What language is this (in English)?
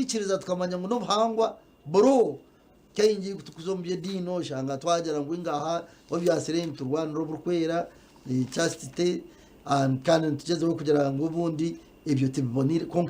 Nyankole